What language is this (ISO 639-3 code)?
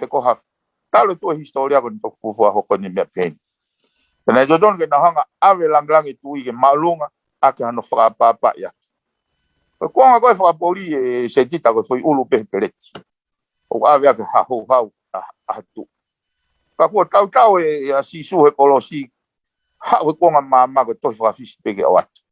ton